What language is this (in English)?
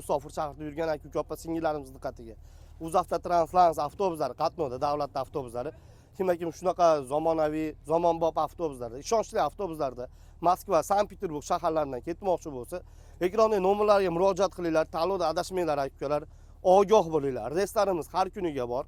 Uzbek